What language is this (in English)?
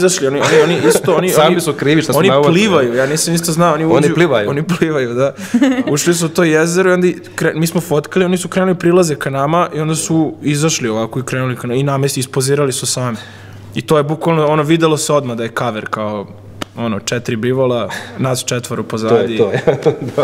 Serbian